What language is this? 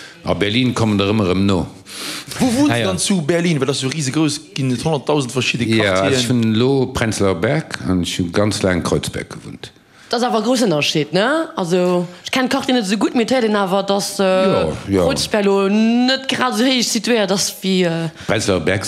Luxembourgish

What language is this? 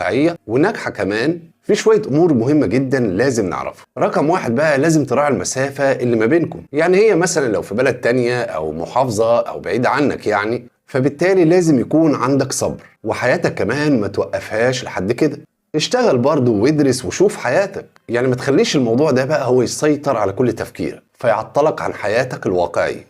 Egyptian Arabic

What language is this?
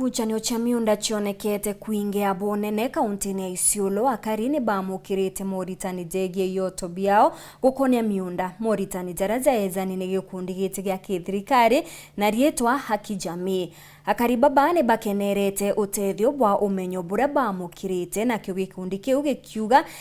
Meru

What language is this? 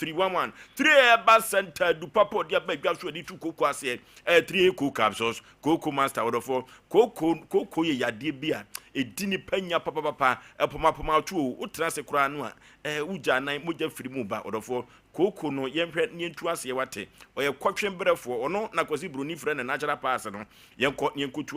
Akan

